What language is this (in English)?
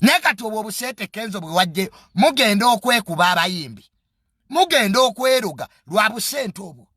Ganda